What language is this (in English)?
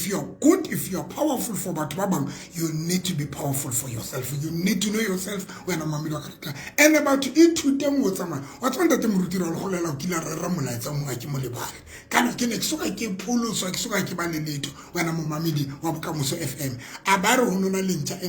Southern Sotho